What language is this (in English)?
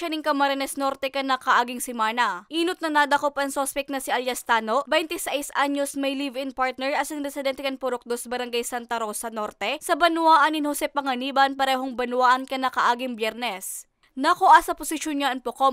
Bikol